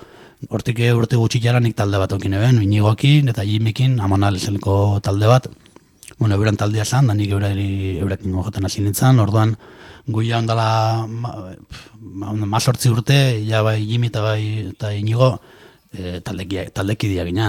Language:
Basque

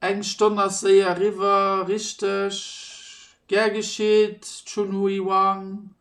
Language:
Luxembourgish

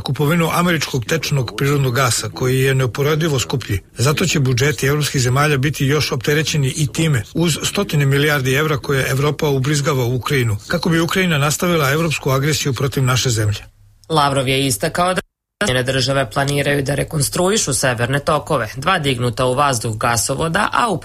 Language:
Serbian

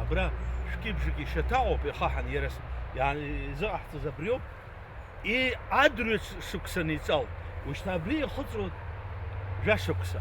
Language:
Abkhazian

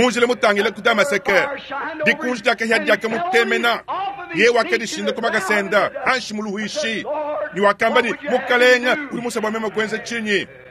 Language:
Luba-Lulua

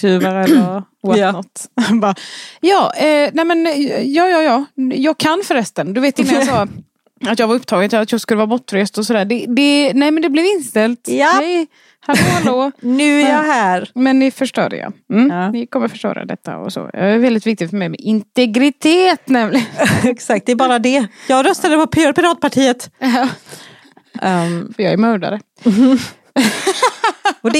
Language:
Swedish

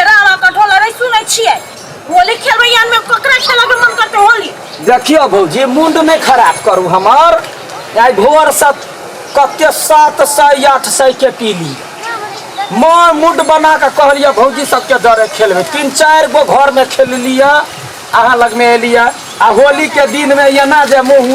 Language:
Maithili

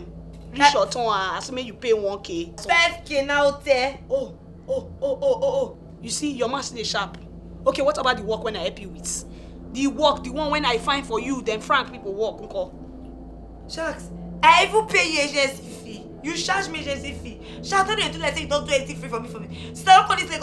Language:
Nigerian Pidgin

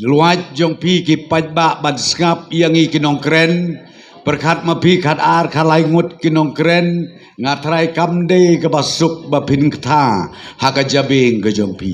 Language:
Khasi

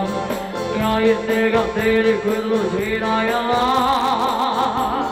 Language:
Burmese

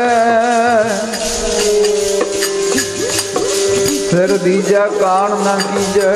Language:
Punjabi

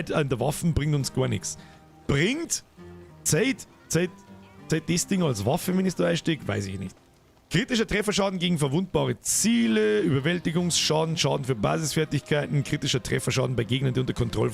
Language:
Bavarian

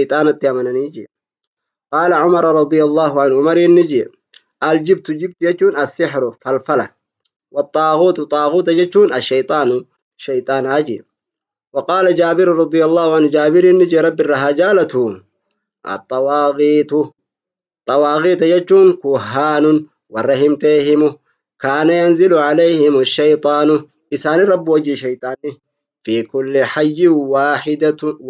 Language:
Oromo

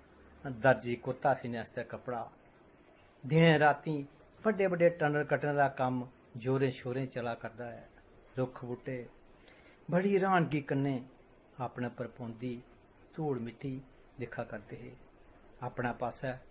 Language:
Dogri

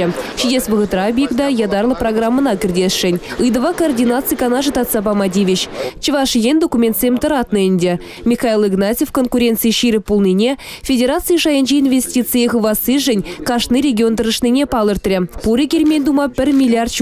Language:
Chuvash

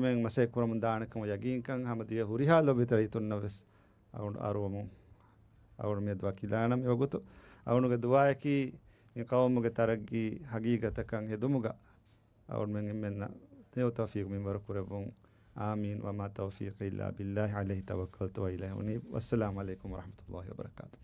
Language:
Divehi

